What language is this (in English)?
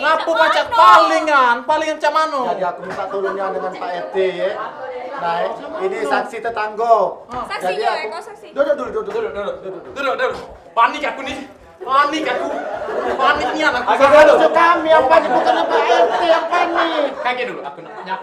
Musi